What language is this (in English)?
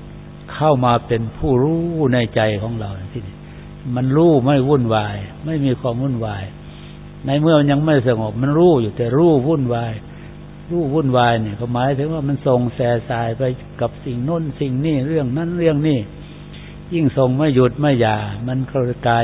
Thai